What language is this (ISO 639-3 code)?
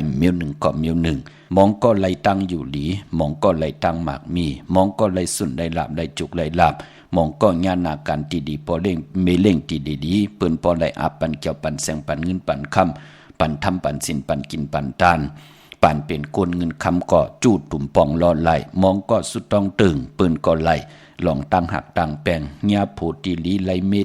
shn